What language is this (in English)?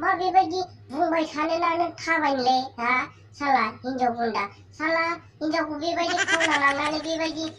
Bodo